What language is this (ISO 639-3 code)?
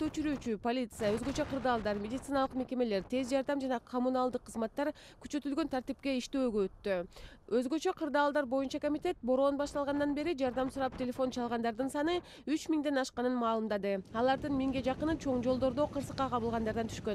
kir